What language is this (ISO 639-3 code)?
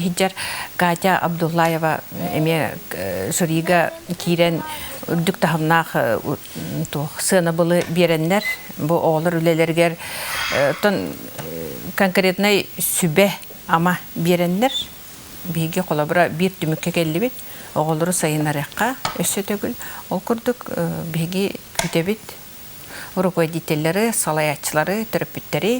sah